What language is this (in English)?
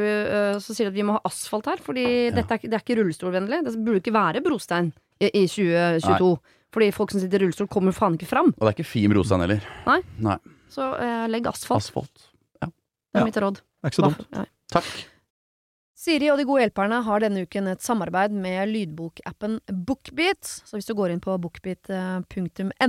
Norwegian